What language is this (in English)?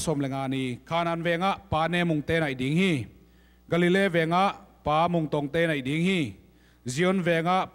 Tedim Chin